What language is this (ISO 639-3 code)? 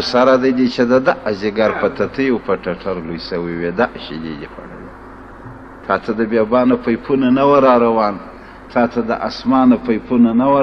pus